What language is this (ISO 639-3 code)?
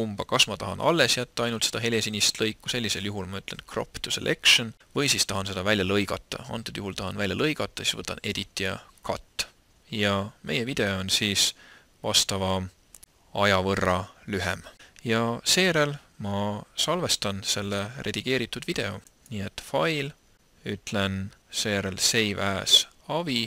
est